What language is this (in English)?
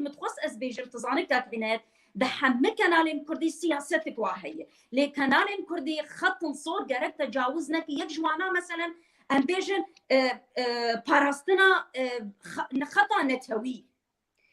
Kurdish